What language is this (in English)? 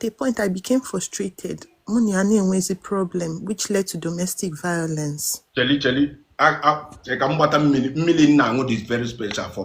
Igbo